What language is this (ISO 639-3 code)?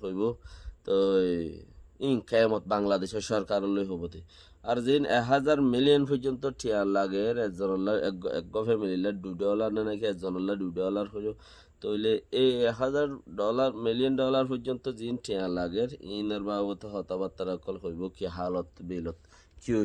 rhg